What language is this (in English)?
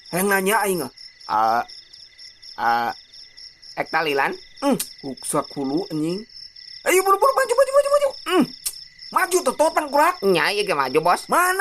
Sundanese